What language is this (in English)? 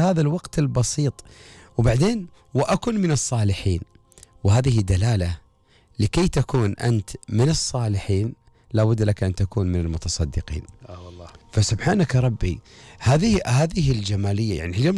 Gulf Arabic